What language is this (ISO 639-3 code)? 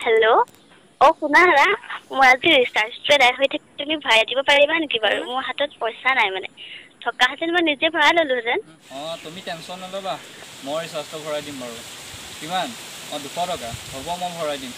asm